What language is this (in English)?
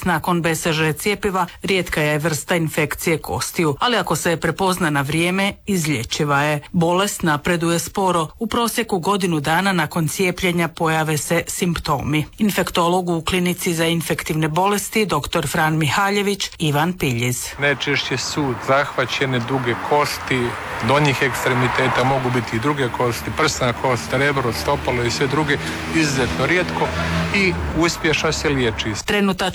Croatian